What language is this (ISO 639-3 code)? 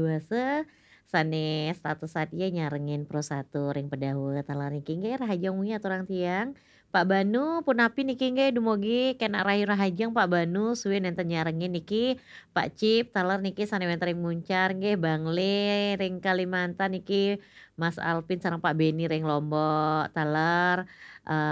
ban